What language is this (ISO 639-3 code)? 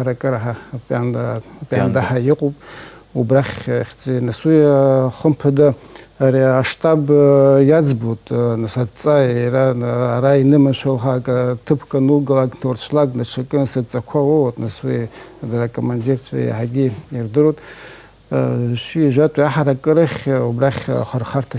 abk